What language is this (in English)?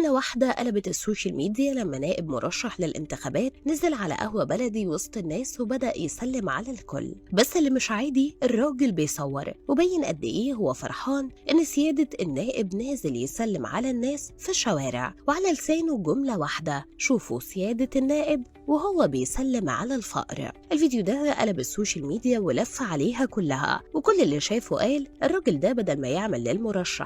Egyptian Arabic